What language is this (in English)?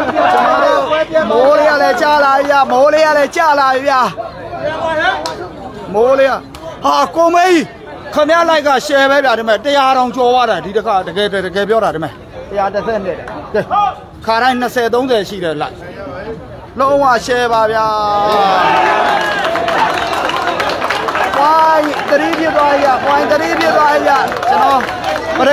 Burmese